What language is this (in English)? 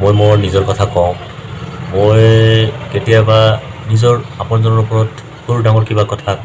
Assamese